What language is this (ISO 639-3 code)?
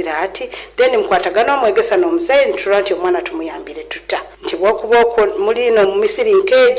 nyo